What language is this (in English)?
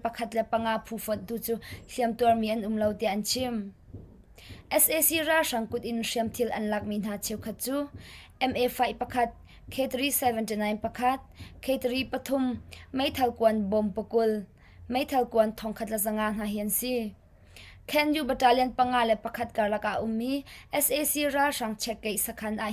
Hakha Chin